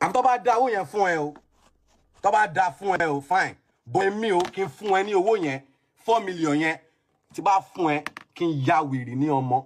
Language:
Yoruba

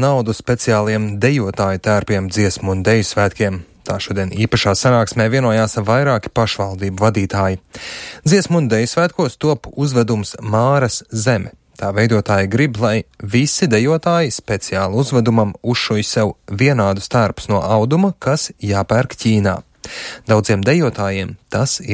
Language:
Latvian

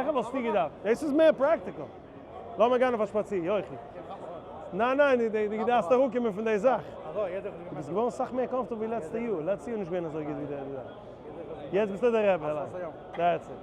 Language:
Yiddish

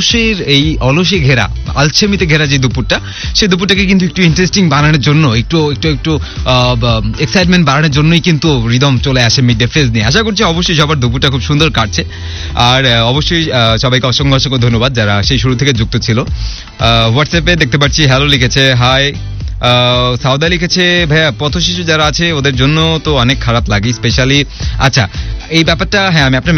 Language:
Bangla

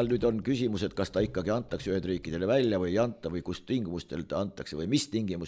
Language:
Estonian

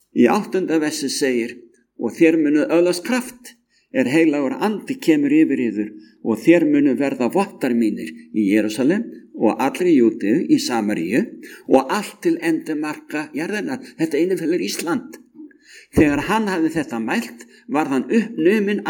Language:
Icelandic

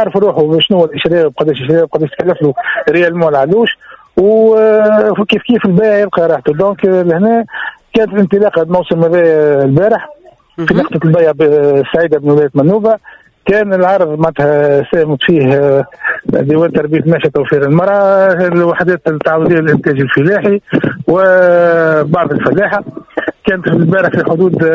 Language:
Tunisian Arabic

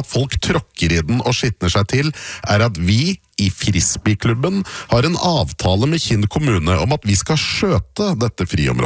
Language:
Norwegian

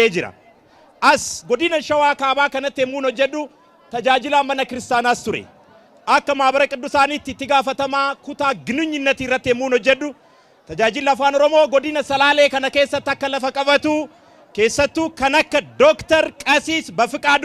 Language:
Oromo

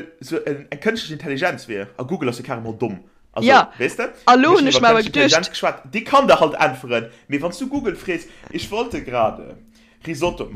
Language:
Luxembourgish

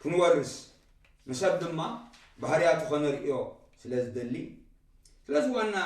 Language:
Tigrinya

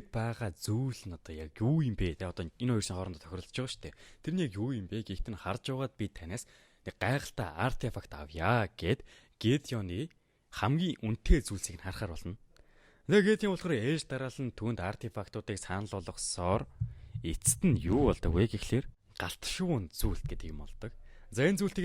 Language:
Mongolian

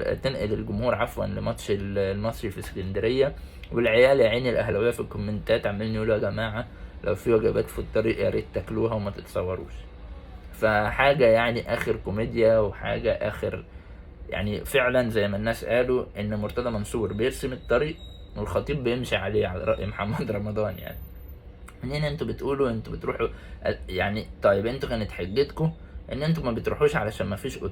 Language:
Egyptian Arabic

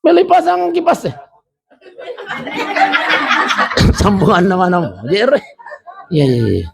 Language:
Buginese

